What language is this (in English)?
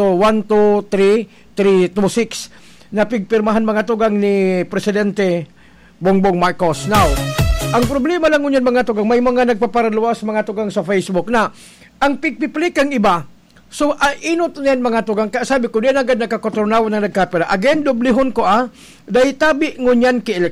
Bikol